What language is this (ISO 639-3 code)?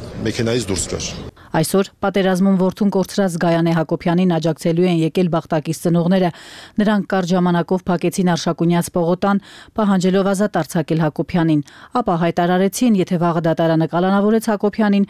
hye